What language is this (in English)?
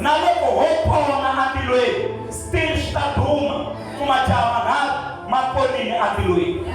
Tsonga